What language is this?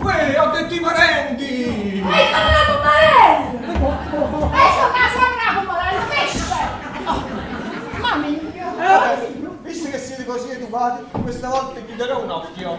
Neapolitan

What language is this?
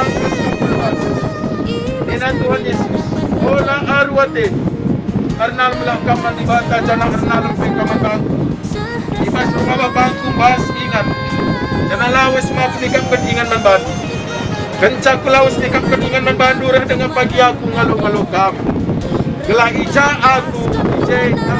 Batak Karo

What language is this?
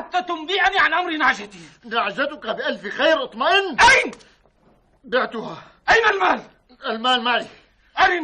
North Levantine Arabic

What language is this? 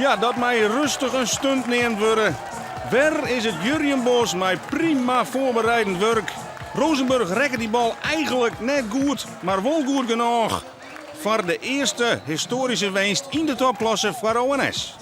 Western Frisian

